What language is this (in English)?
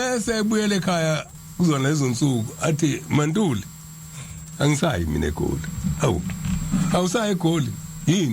Zulu